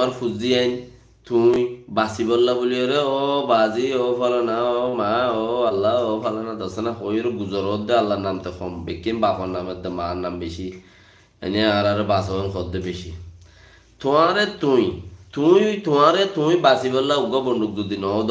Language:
Rohingya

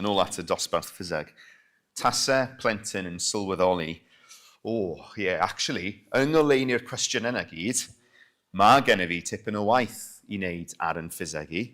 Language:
Welsh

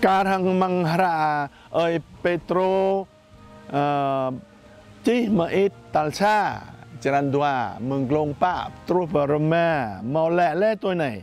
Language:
Jarai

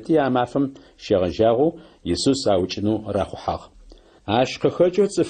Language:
Adyghe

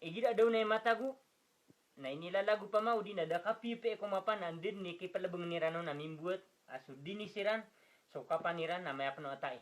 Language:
Maranao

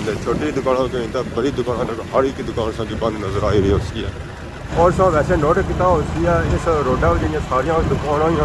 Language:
Pahari-Potwari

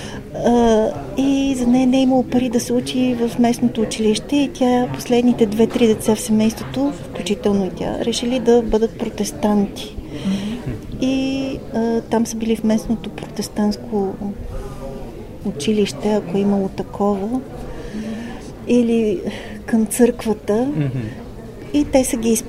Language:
Bulgarian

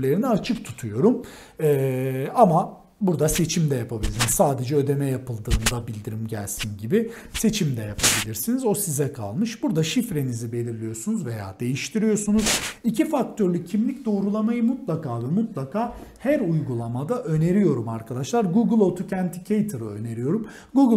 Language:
Turkish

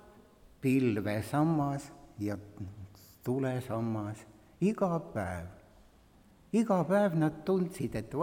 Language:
Estonian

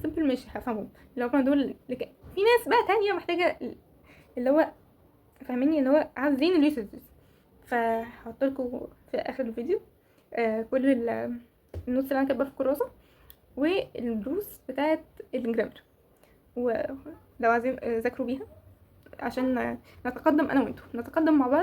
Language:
Egyptian Arabic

